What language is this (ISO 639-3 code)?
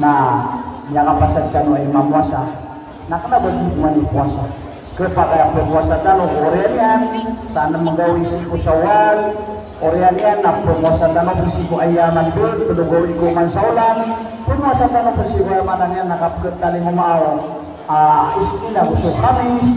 mrw